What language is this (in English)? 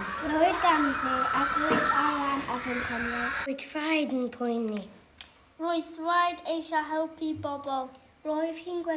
Welsh